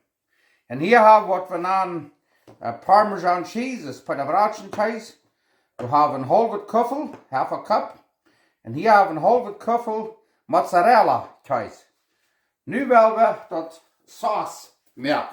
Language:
Plautdietsch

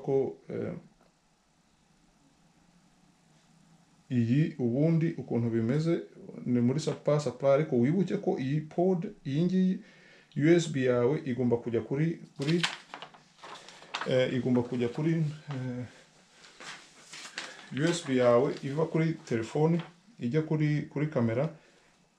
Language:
Kinyarwanda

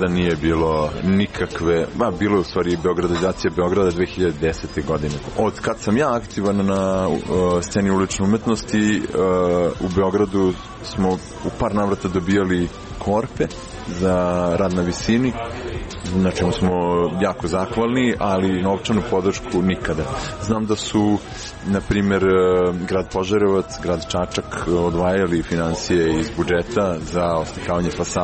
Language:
Serbian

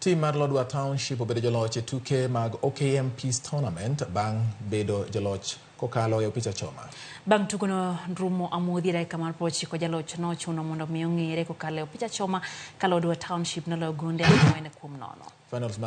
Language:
Luo (Kenya and Tanzania)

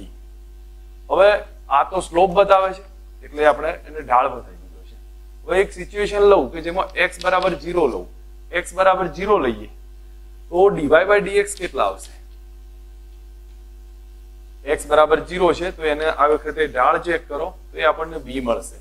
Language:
Gujarati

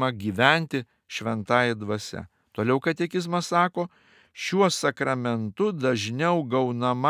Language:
Lithuanian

